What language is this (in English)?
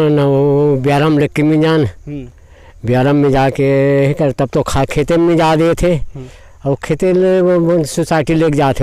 Chhattisgarhi